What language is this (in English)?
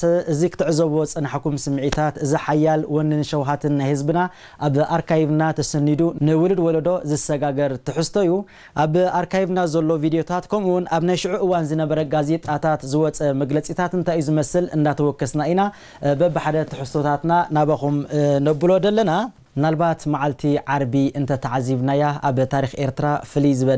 Tigrinya